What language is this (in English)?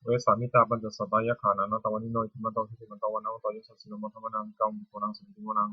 Pali